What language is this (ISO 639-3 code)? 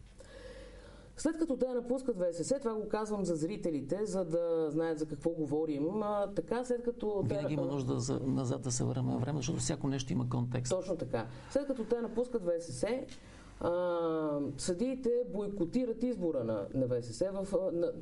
bul